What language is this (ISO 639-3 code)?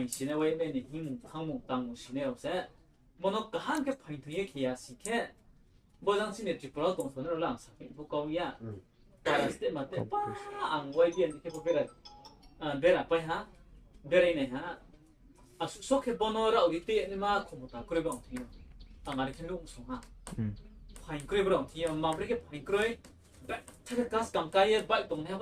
ria